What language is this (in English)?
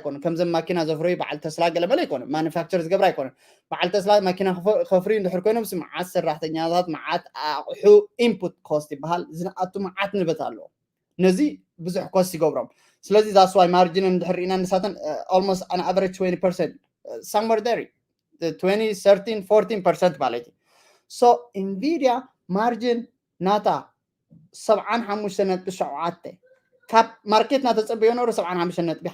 Tigrinya